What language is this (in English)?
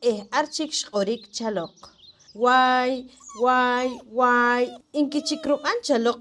Poqomchi'